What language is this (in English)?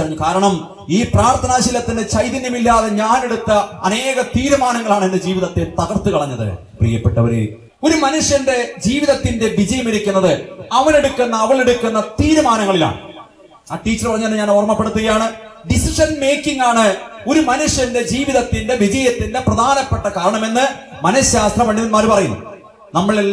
Malayalam